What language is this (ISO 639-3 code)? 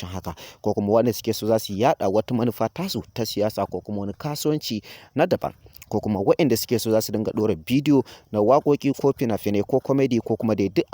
hau